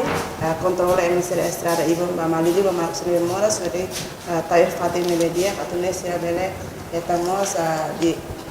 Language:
Tetum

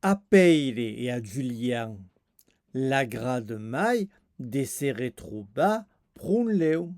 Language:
Occitan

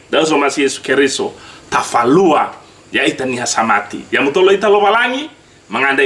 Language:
Nias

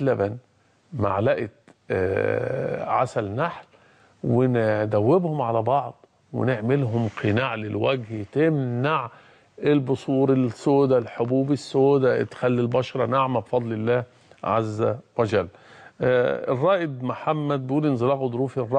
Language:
Egyptian Arabic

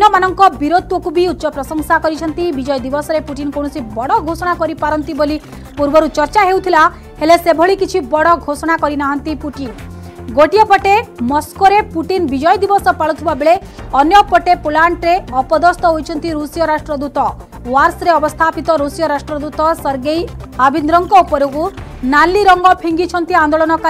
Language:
Odia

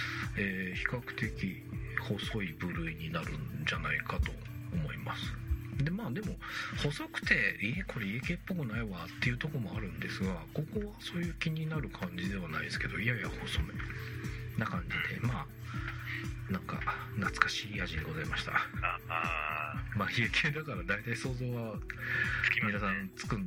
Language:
Japanese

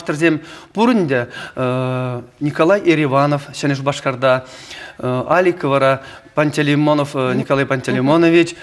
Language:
Chuvash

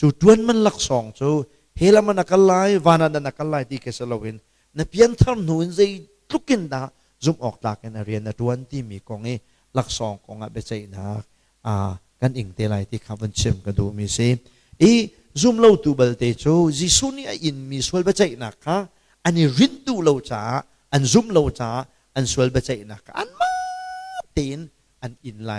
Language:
Hakha Chin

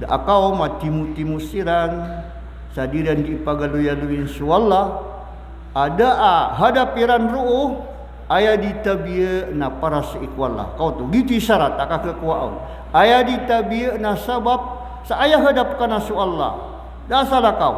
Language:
Maranao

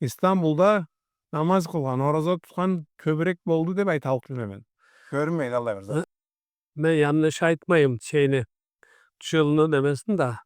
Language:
Karachay-Balkar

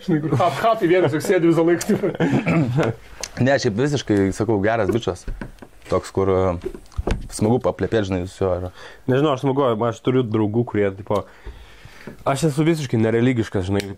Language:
Lithuanian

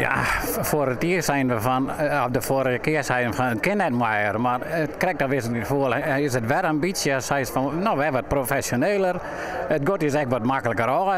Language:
Western Frisian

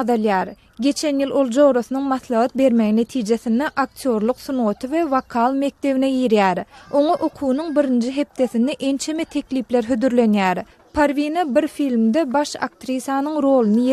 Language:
Turkmen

